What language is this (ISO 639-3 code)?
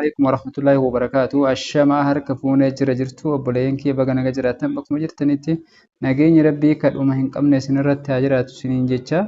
orm